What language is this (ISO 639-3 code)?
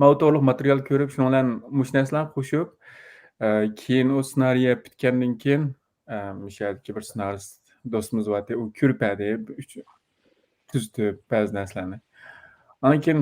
uig